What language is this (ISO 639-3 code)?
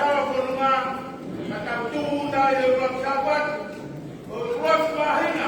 ton